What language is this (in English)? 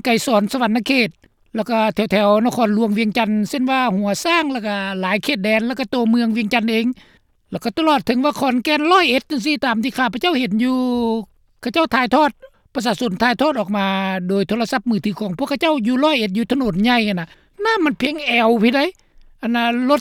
Lao